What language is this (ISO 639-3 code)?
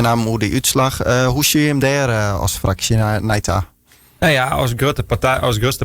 fry